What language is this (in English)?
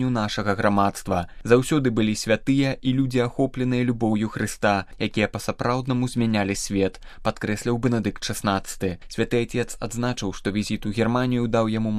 Belarusian